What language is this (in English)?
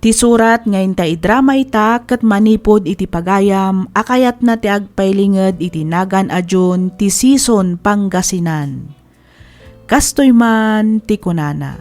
Iloko